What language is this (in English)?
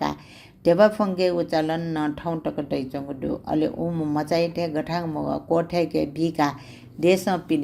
Newari